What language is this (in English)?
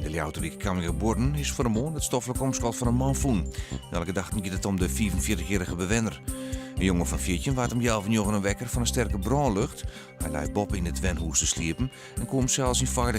Western Frisian